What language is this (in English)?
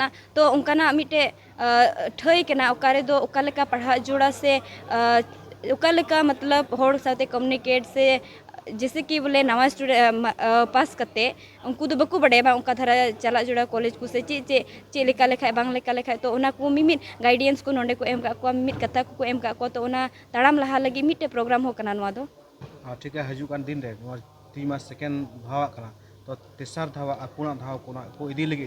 Santali